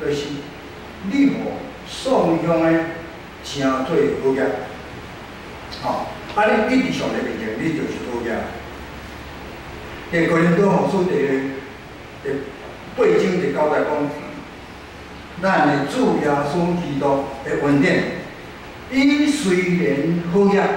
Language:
Min Nan Chinese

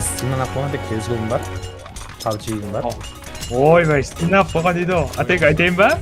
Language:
Kara-Kalpak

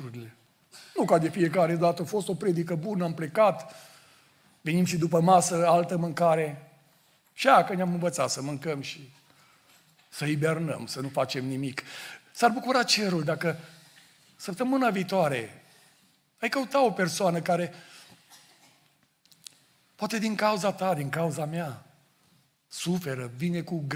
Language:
Romanian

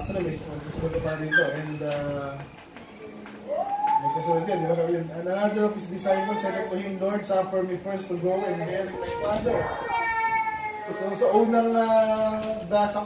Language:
Filipino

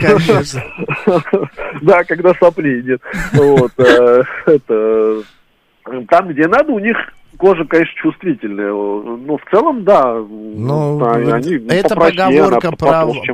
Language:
Russian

